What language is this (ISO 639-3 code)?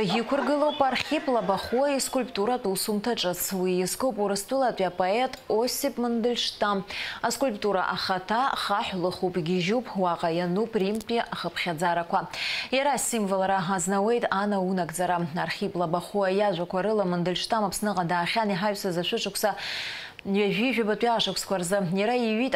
abk